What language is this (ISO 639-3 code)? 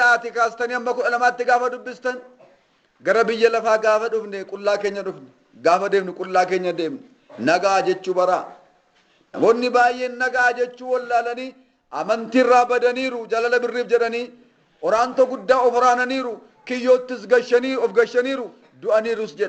orm